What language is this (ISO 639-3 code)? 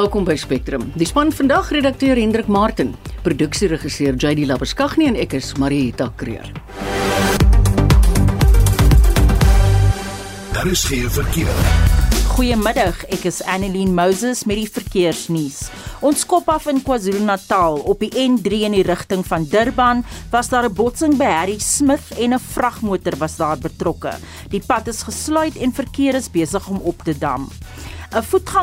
afr